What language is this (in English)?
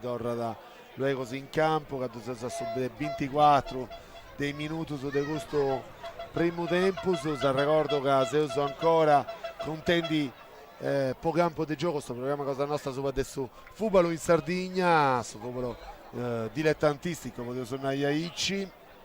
Sardinian